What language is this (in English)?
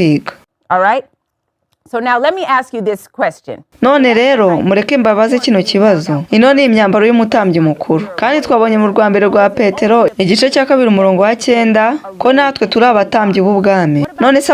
Kinyarwanda